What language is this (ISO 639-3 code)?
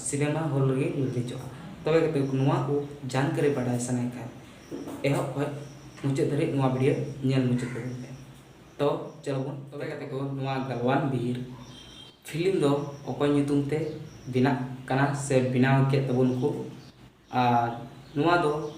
sat